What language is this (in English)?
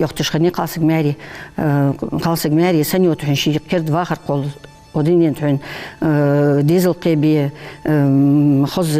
Ingush